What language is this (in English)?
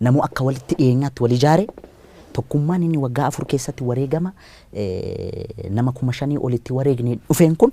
Oromo